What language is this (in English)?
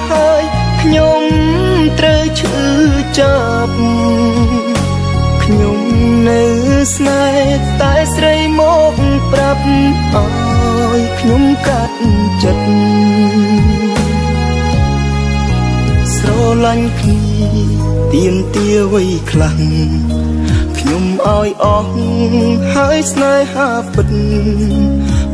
Khmer